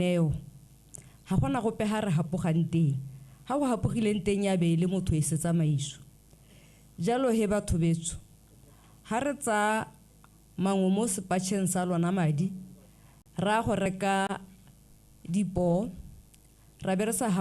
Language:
Tswana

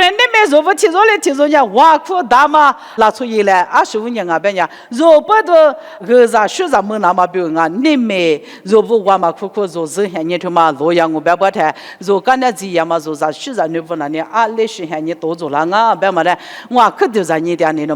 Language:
Lisu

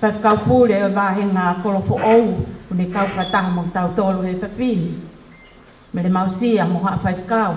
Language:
Tongan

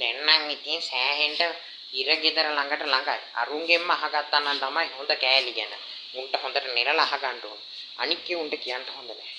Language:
Sinhala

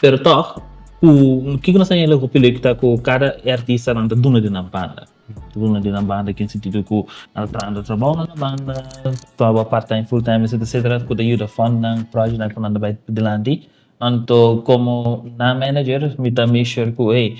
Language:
Papiamento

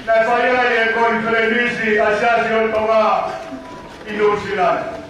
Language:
Tongan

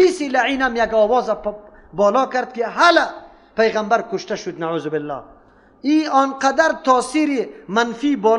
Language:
Persian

